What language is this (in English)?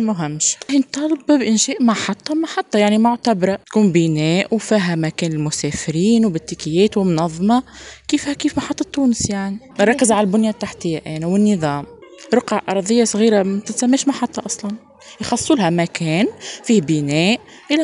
Tunisian Arabic